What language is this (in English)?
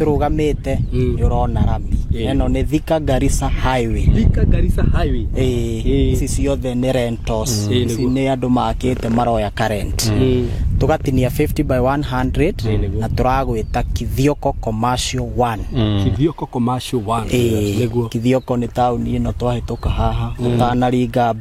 Kikuyu